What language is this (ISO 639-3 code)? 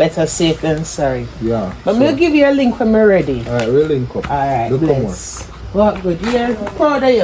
jam